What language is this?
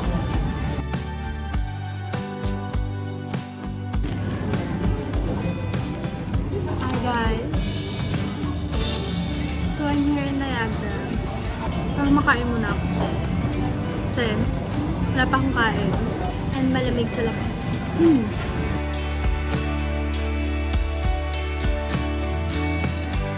Filipino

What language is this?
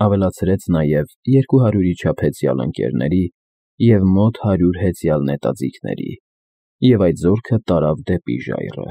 Armenian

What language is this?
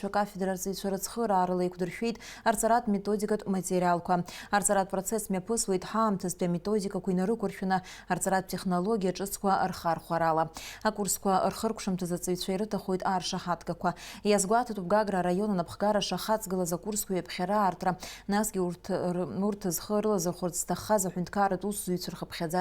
Abkhazian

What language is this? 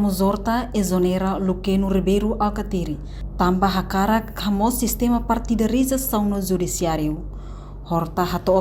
Tetum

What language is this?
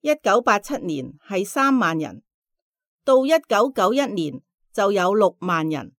Cantonese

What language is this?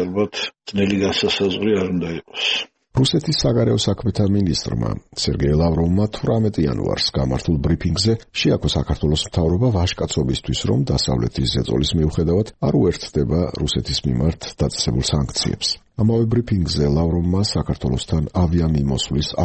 Georgian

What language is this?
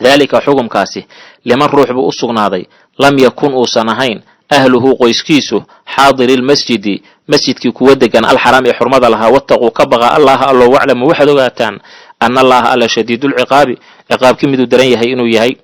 Somali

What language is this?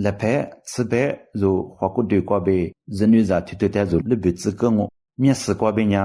Lisu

